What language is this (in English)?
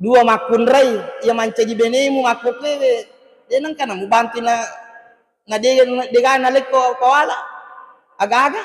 Buginese